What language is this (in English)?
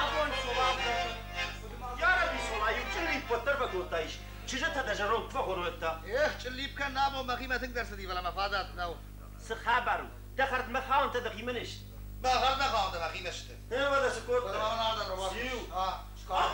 Ossetic